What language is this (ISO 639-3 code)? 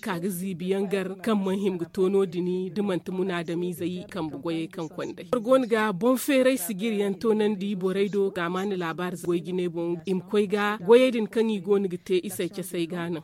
dje